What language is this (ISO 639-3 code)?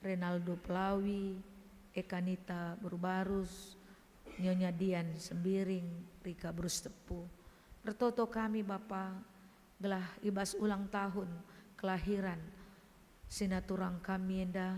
btx